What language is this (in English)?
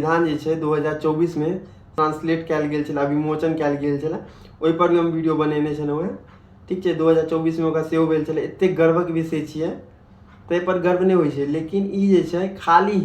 Maithili